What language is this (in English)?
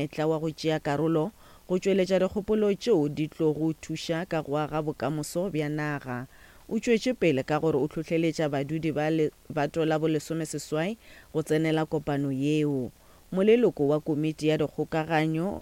Northern Sotho